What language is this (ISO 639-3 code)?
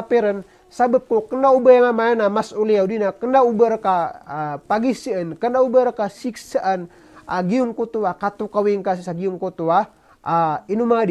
mrw